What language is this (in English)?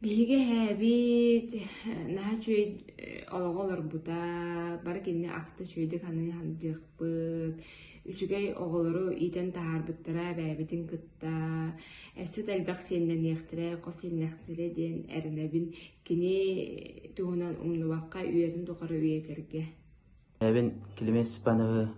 Yakut